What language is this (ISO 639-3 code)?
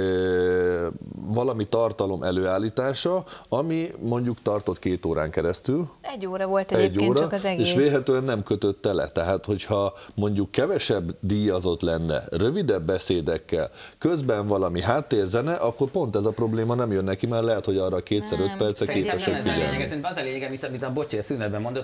hun